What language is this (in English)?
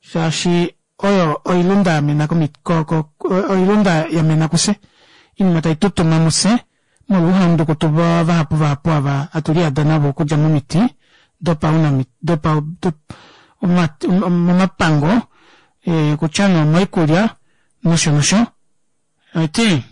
Kuanyama